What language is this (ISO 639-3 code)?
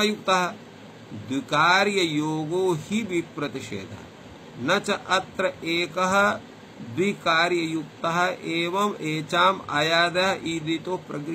san